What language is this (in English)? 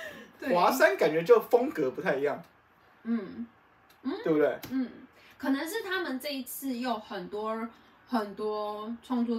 Chinese